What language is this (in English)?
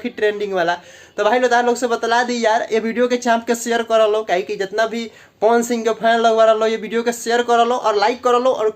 Bhojpuri